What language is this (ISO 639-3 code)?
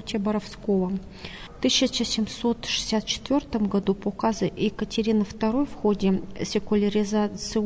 rus